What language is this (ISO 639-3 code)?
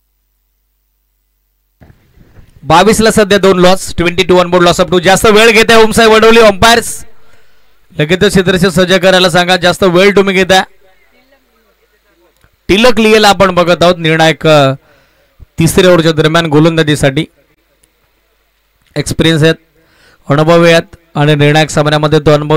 mar